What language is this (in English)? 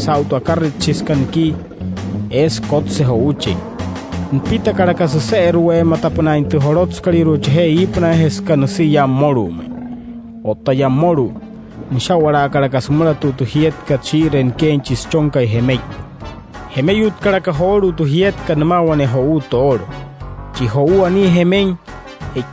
Wayuu